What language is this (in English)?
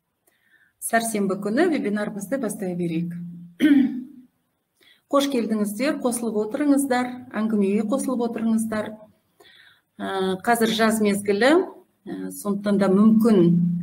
Kazakh